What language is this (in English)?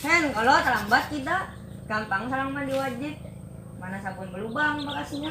Banjar